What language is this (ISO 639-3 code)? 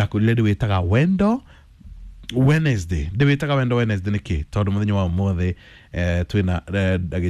kik